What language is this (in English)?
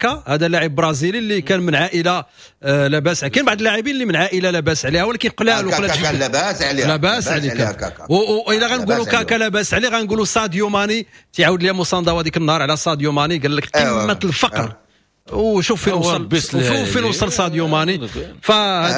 Moroccan Arabic